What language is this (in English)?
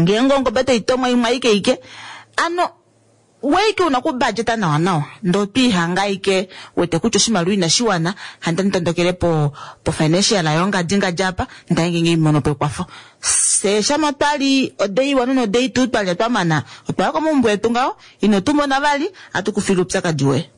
Kuanyama